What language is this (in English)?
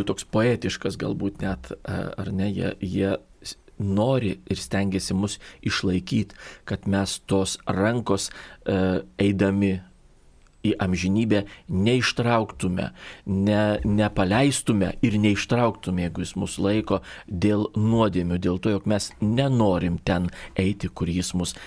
Lithuanian